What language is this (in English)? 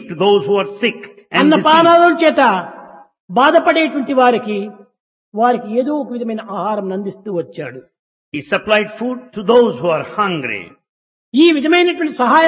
Telugu